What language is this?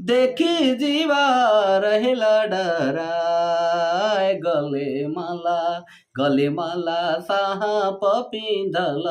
Sadri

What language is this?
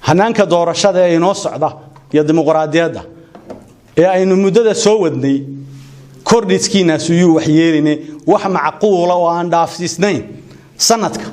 Somali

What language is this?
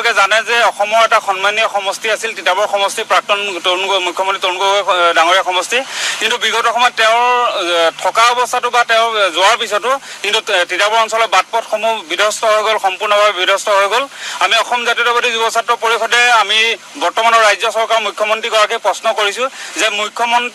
Assamese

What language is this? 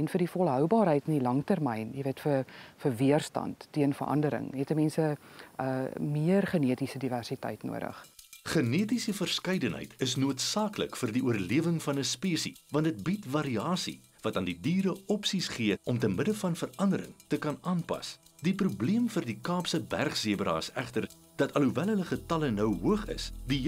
Afrikaans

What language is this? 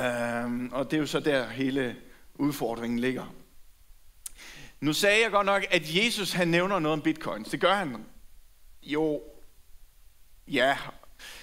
Danish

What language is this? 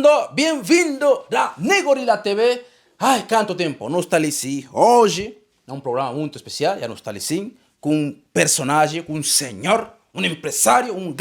Kabuverdianu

